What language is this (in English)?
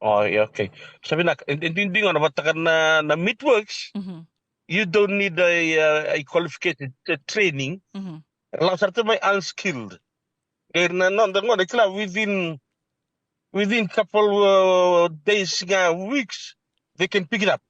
Fijian